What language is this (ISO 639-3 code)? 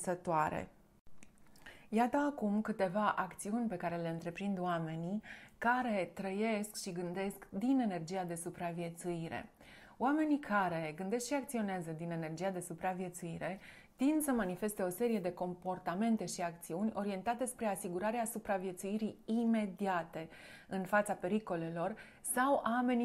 ron